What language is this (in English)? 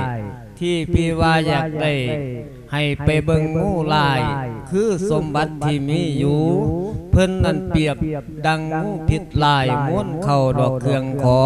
Lao